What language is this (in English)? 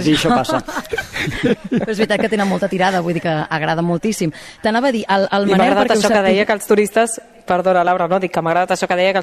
Catalan